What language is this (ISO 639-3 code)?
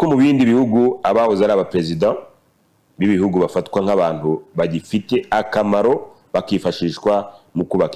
kin